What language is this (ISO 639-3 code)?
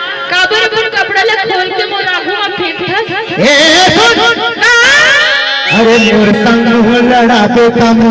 hne